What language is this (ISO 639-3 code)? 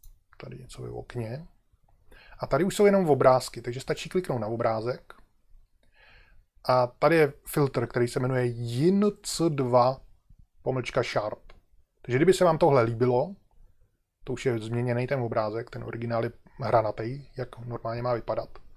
ces